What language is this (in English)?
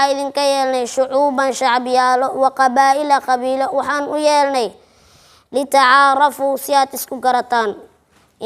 Somali